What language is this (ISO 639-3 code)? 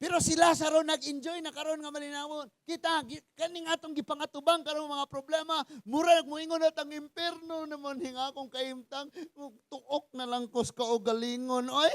ceb